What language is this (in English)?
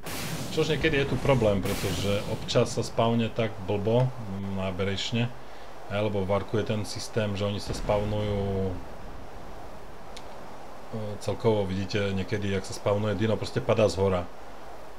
Slovak